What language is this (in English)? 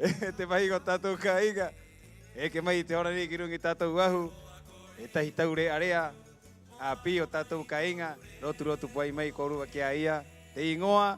Rapanui